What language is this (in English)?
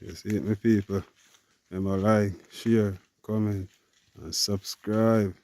Jamaican Creole English